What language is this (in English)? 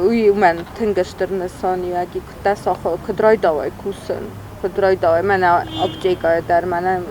Ossetic